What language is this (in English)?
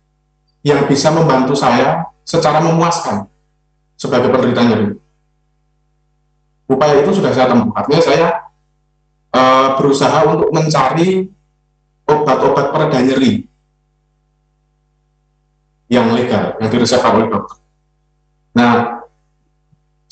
Indonesian